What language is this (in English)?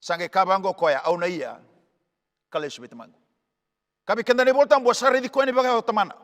Fijian